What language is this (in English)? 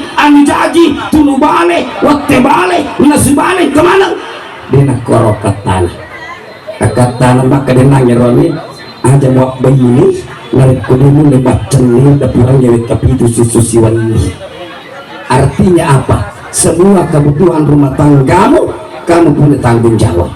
Buginese